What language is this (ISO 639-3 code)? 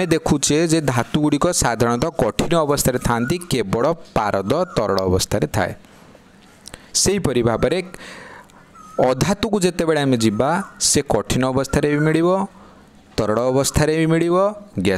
ori